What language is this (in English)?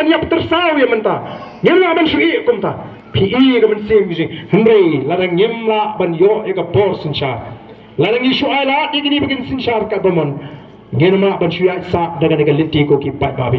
Khasi